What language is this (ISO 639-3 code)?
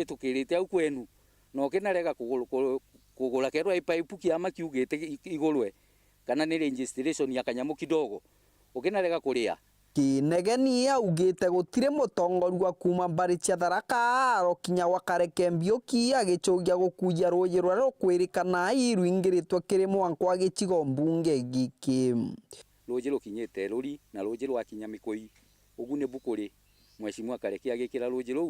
mer